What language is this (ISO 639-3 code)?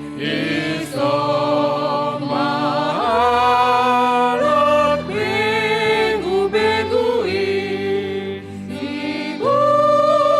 bts